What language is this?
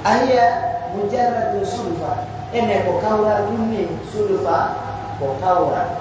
Pular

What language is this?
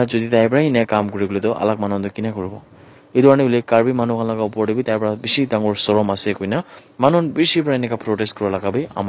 Naga Pidgin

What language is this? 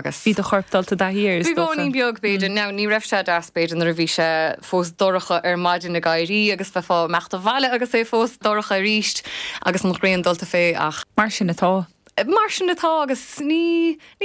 Irish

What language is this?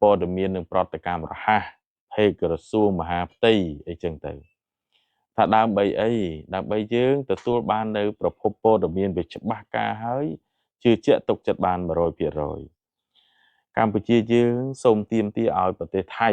Khmer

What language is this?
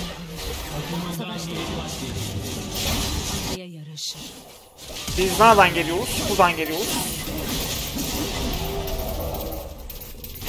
Turkish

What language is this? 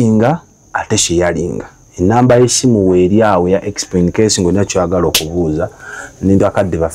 Ganda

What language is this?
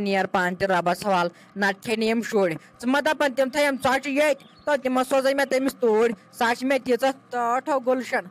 Kashmiri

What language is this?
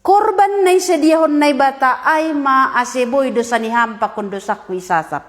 Batak Simalungun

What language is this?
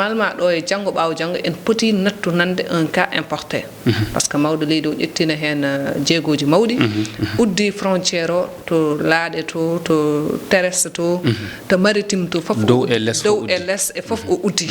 Fula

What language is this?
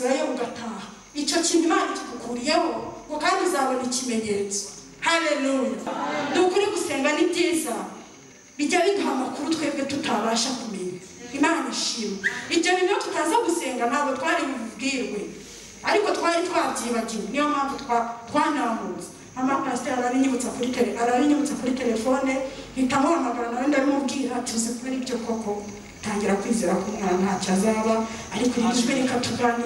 Kinyarwanda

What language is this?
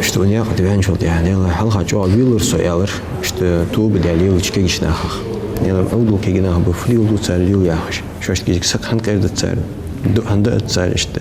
Ingush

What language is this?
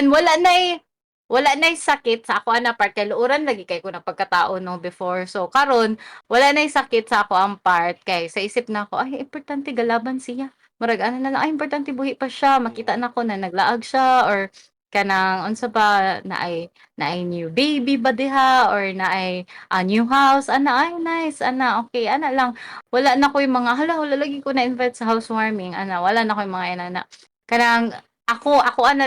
Cebuano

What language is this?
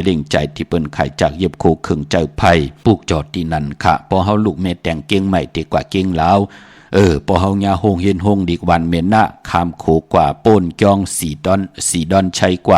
Shan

